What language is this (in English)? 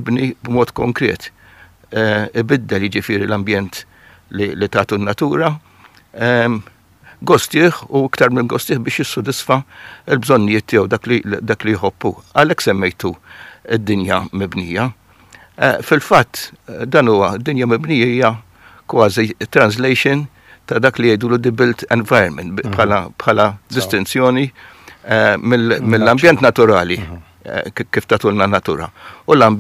Maltese